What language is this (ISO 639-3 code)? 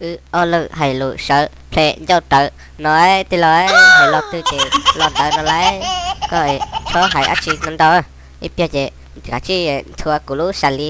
hmn